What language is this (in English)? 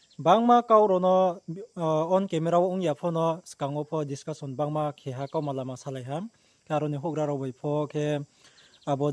Riang (India)